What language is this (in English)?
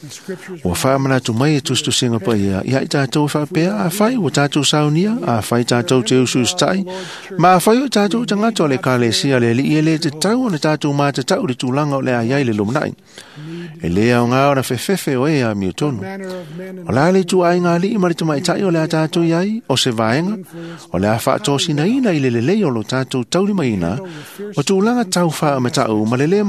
Samoan